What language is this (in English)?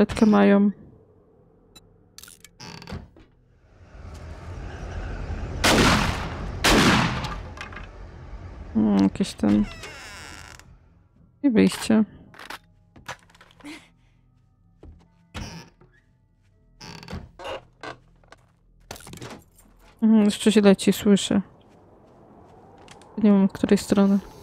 Polish